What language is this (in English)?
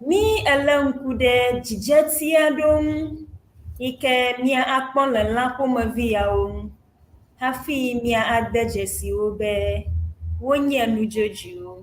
Ewe